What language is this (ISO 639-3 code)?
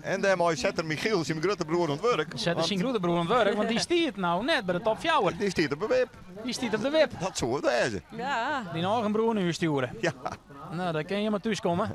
fry